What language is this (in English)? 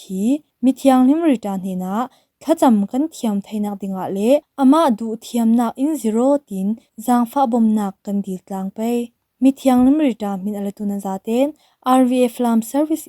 Falam Chin